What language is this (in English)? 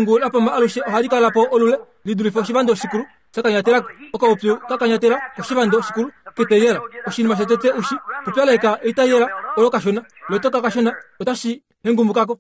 Kuanyama